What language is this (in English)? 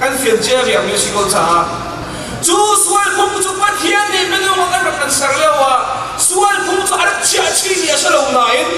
Hakha Chin